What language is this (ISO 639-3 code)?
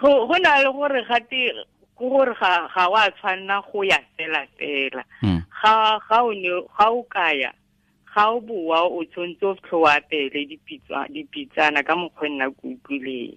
tsn